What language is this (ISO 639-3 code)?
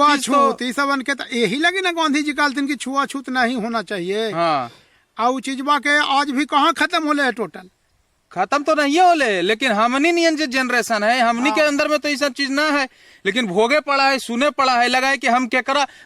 mag